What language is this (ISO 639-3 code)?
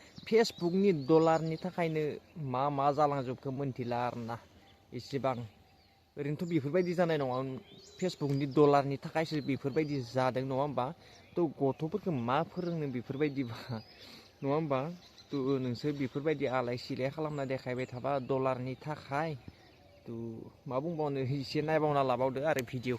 brx